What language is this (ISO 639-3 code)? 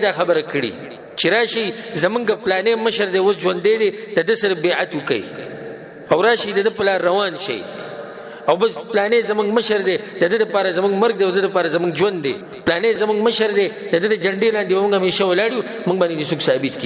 pus